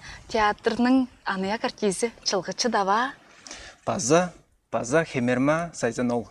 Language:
Tuvinian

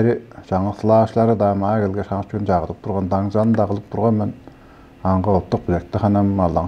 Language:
Tuvinian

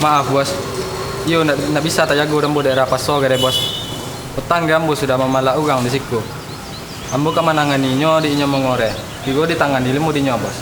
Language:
Minangkabau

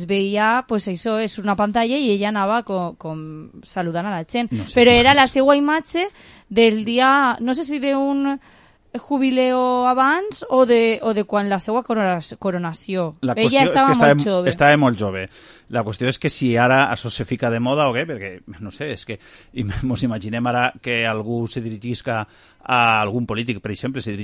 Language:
Catalan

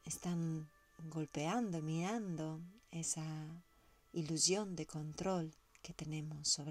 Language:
Spanish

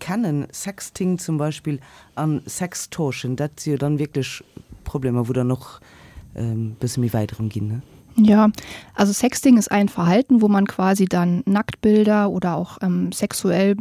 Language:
Luxembourgish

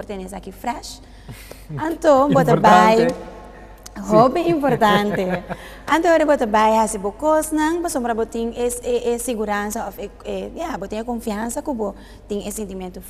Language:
Papiamento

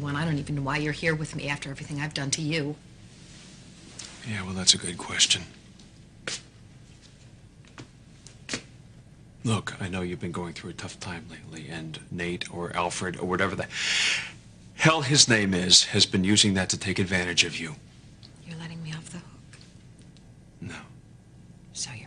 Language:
English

